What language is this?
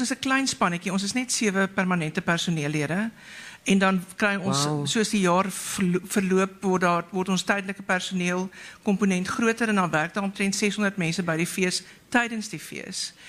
Afrikaans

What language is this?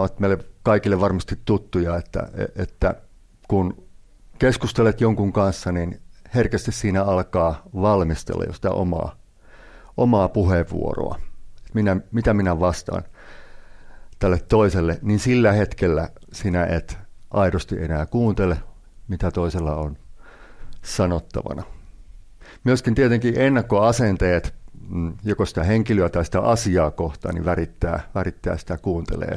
Finnish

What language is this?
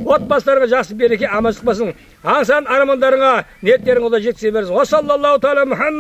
Kazakh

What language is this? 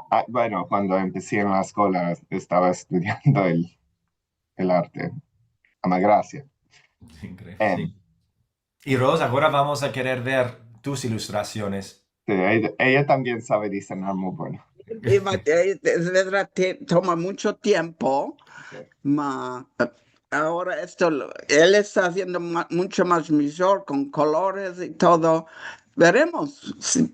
Ladino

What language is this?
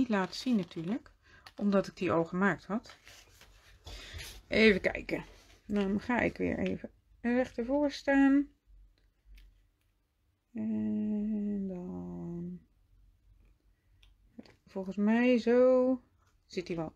Dutch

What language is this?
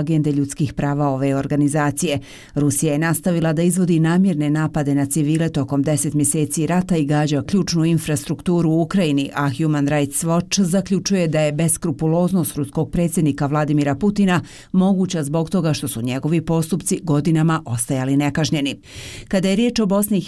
Bosnian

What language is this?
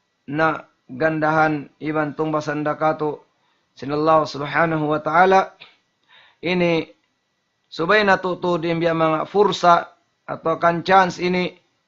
Tausug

